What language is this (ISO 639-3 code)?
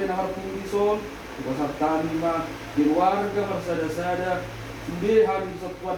bbc